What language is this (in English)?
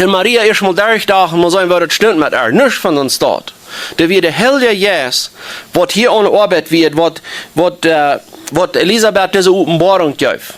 Plautdietsch